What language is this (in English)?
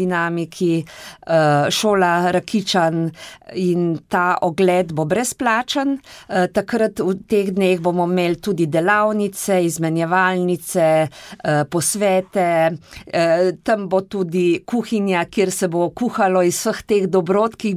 Slovenian